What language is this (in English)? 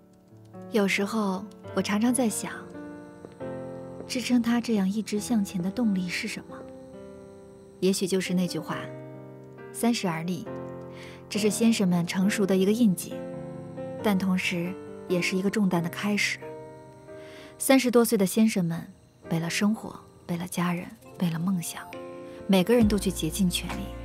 Chinese